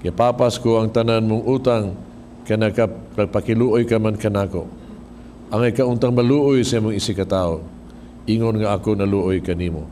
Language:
Cebuano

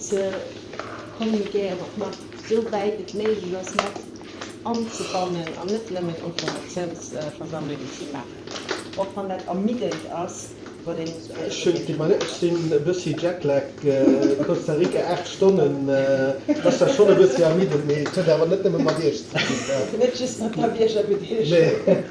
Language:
Luxembourgish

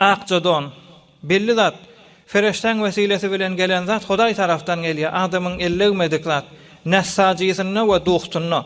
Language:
Turkmen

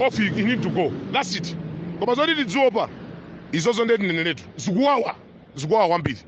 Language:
Nyanja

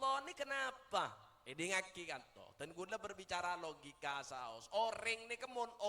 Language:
Madurese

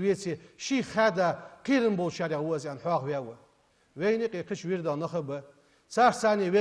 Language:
Ingush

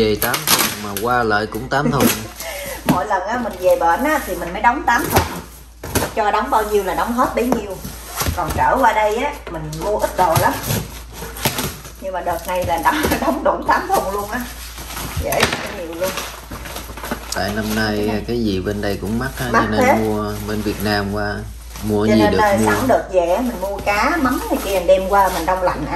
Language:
Vietnamese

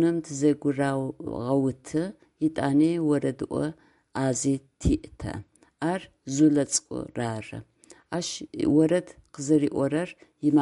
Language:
Adyghe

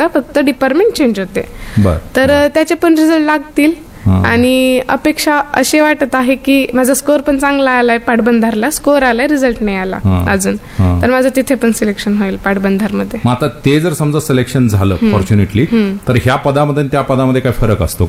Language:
Marathi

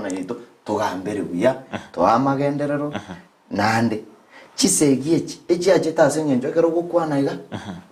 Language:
Gusii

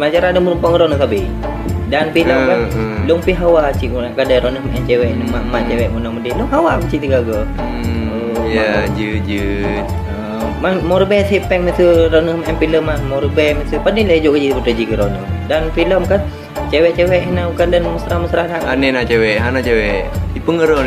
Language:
Achinese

